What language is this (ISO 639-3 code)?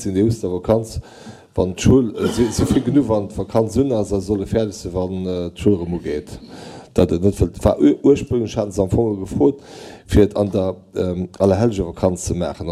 ltz